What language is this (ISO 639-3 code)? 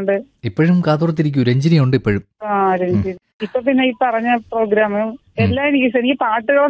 mal